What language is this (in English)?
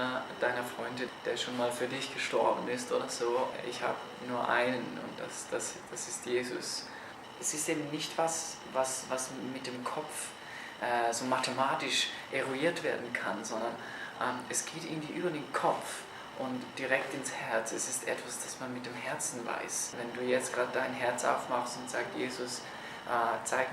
Swiss German